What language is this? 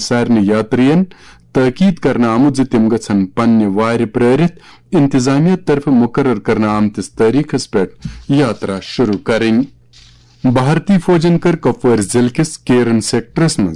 Kashmiri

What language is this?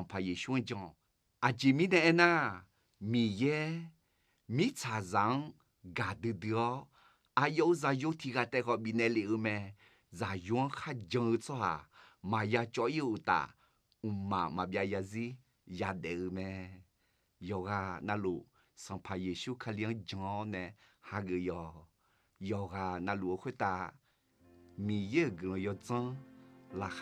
Akha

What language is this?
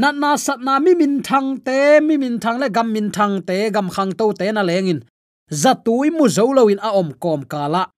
Tedim Chin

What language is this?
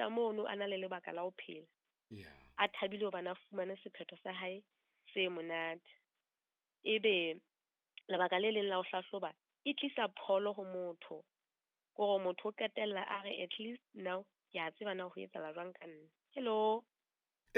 Southern Sotho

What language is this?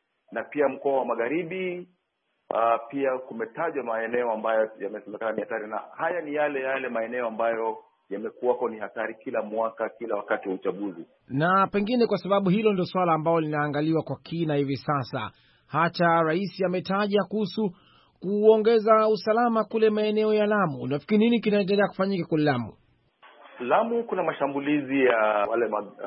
Swahili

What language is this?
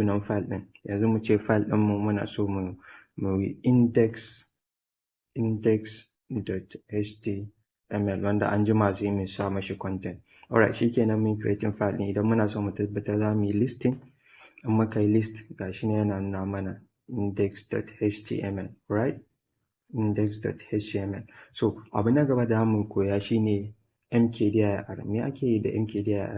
Hausa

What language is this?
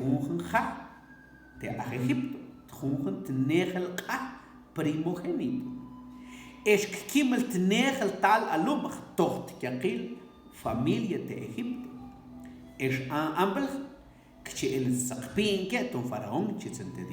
Mam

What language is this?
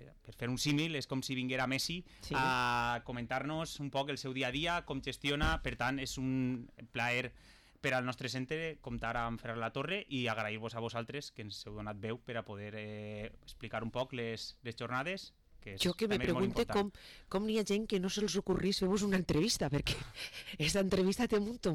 Catalan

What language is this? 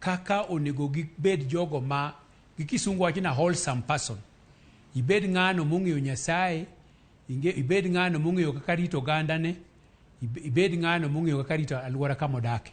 Luo (Kenya and Tanzania)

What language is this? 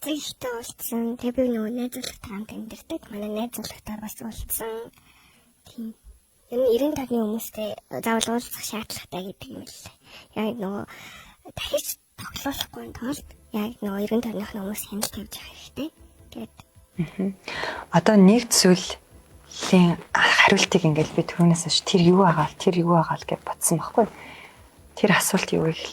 Mongolian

